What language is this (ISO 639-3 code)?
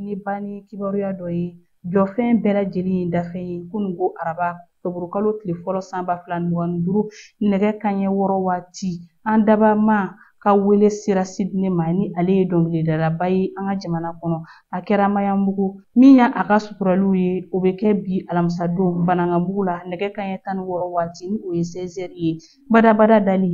bam